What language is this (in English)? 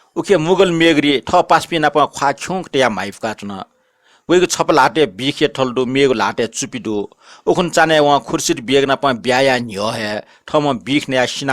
Newari